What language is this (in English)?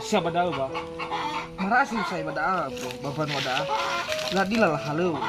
Nias